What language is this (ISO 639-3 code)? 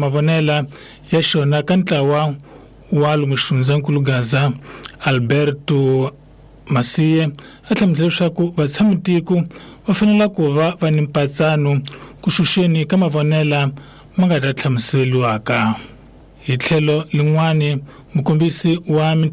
tso